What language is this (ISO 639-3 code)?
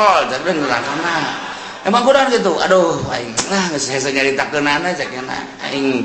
sun